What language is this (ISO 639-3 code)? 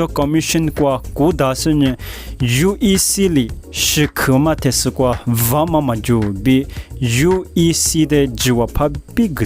lis